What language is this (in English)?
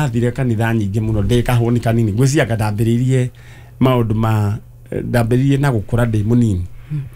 Kikuyu